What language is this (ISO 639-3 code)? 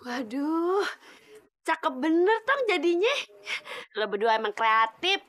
bew